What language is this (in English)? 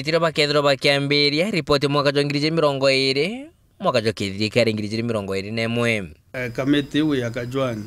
Meru